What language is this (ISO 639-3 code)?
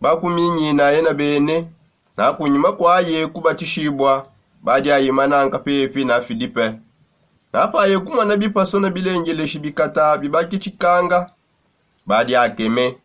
sop